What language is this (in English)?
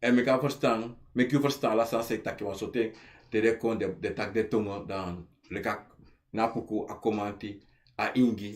Sranan Tongo